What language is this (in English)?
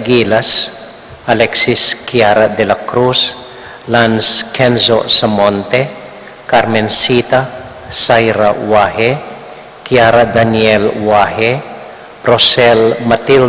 Pampanga